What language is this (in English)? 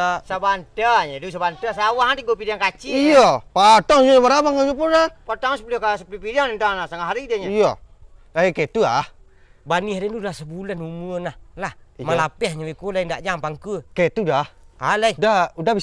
Minangkabau